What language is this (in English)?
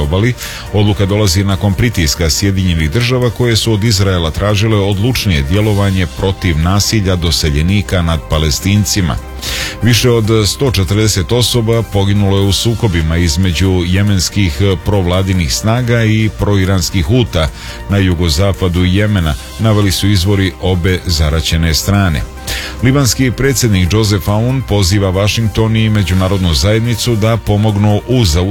Serbian